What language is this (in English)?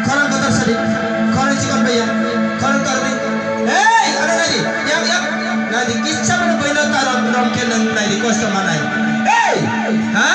Kok Borok